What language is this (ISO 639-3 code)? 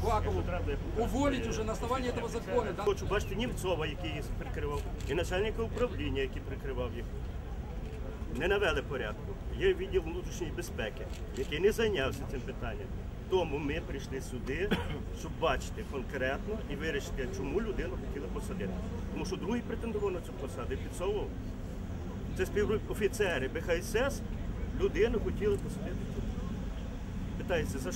ukr